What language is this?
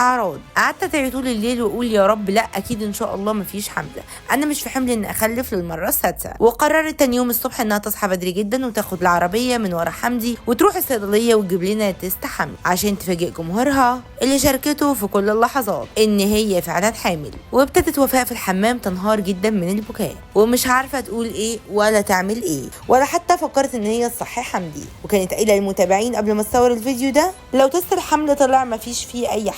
Egyptian Arabic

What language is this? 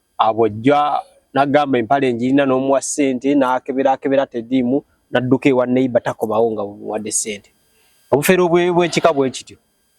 Ganda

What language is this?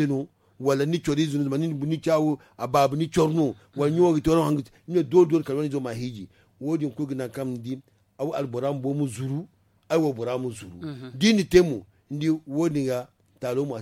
Zarma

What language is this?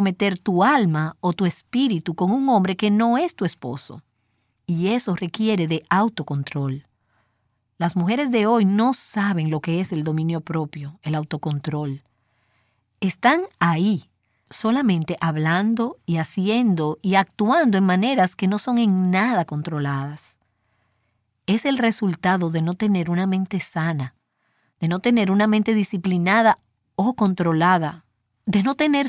Spanish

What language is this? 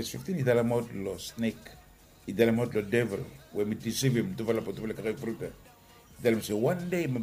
Bislama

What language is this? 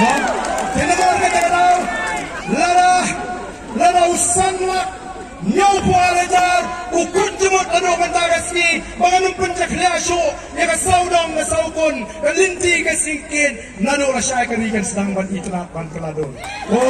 Khasi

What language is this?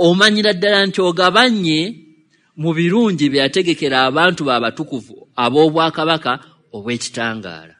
Ganda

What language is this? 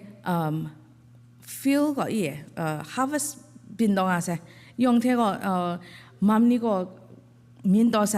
Kachin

